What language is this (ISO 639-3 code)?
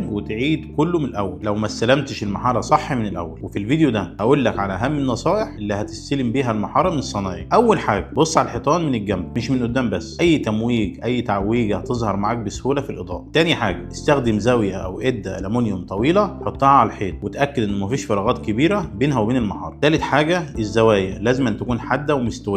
arz